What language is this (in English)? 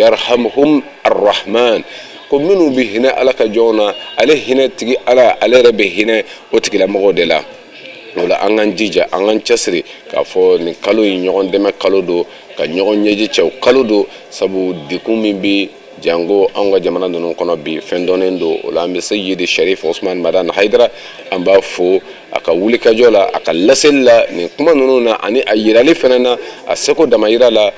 Bambara